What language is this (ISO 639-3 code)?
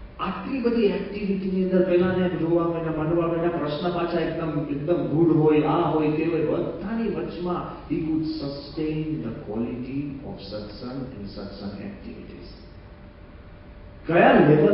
guj